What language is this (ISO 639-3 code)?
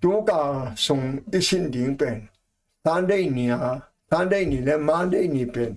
ctd